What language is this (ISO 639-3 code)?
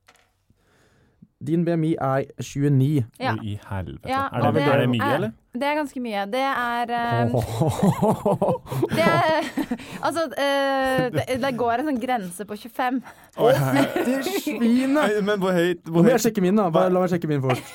nor